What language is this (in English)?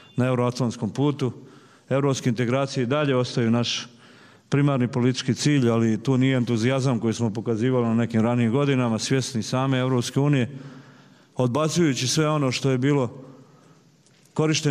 Bosnian